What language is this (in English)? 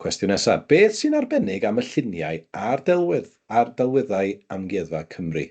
Welsh